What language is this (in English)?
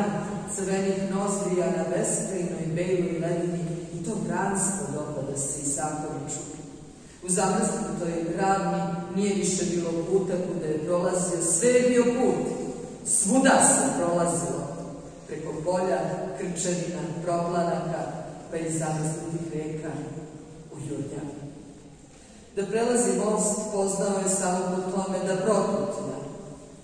Serbian